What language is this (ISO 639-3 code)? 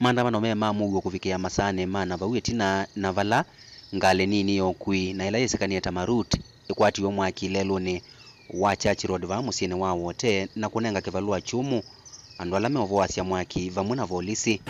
kam